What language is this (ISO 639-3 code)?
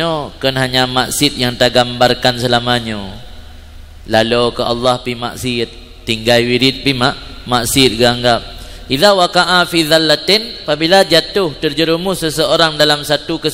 ace